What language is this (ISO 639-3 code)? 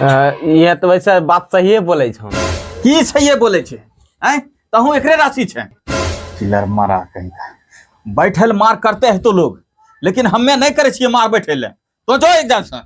anp